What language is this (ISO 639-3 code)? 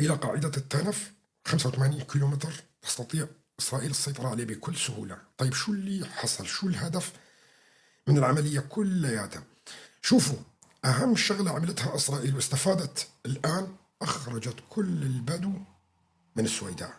apc